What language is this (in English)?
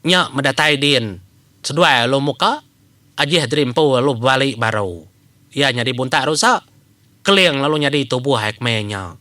Iban